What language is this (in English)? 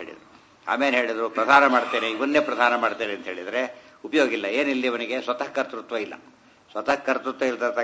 Kannada